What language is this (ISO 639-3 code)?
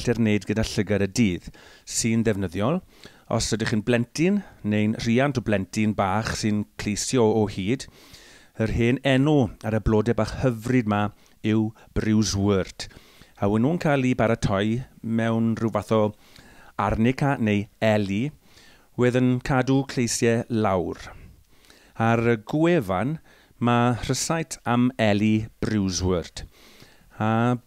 cym